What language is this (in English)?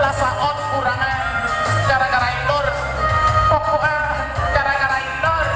Minangkabau